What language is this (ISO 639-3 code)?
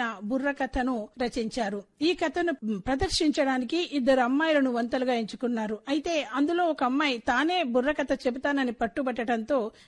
tel